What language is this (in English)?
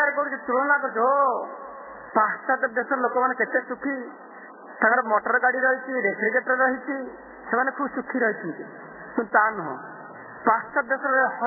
Odia